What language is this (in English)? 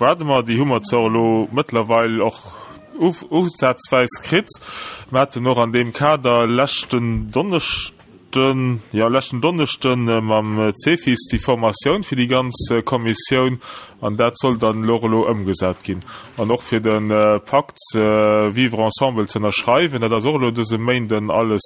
Luxembourgish